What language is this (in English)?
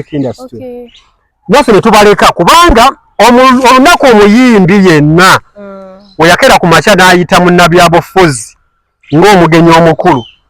Ganda